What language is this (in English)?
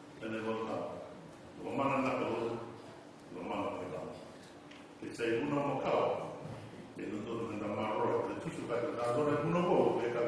Fijian